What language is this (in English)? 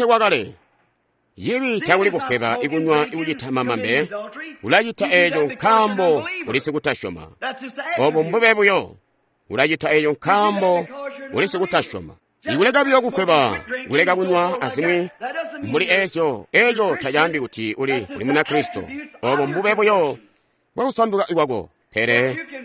Tonga (Zambia)